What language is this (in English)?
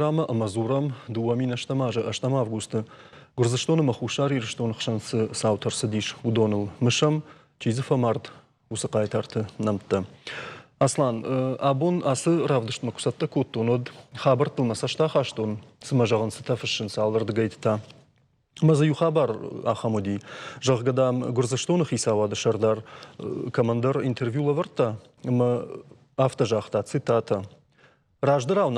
Ossetic